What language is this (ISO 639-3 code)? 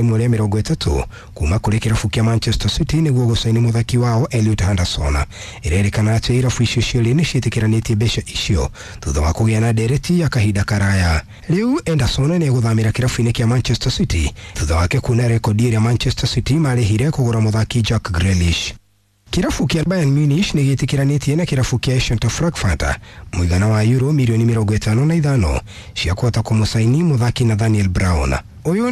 kik